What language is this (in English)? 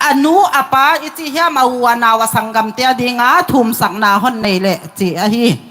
Tedim Chin